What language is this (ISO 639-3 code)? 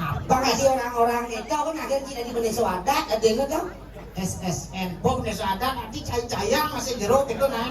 ban